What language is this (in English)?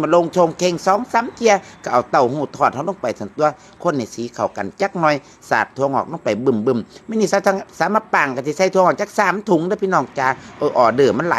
Northeastern Thai